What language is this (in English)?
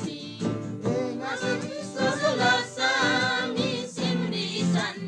Eastern Tamang